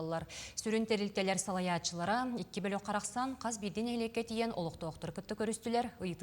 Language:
Yakut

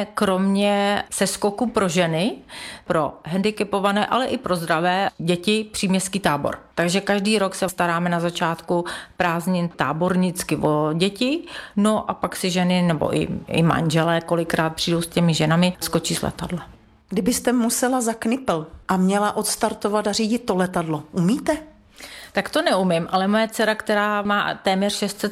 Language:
Czech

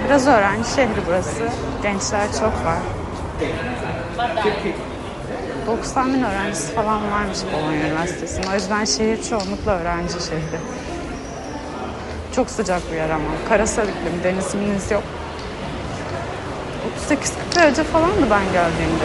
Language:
Turkish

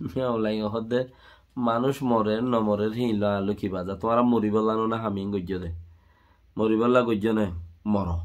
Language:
Rohingya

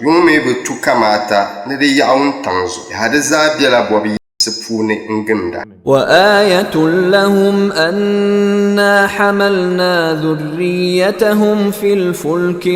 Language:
Dagbani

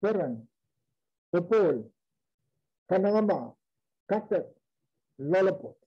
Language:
Pohnpeian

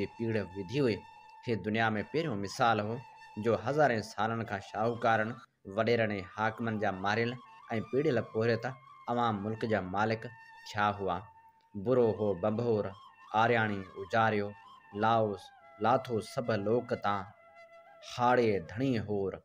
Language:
Sindhi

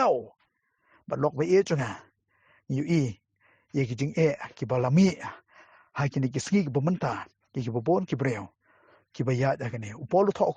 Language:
Khasi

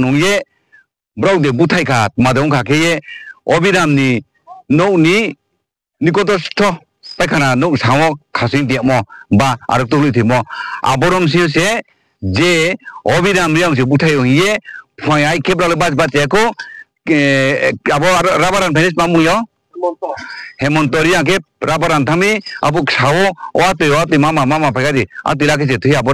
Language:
Riang (India)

